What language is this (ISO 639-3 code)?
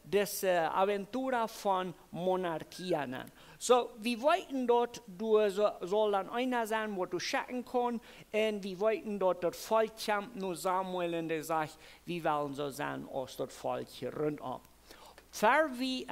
pdt